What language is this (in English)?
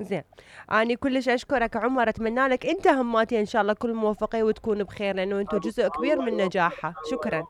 Mesopotamian Arabic